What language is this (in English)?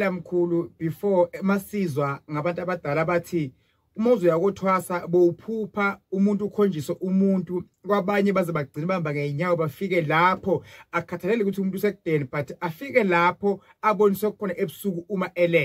Zulu